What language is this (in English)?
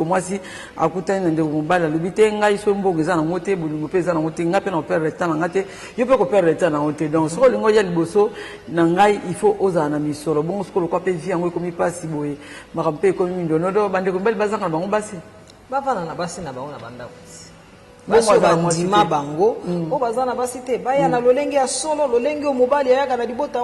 Lingala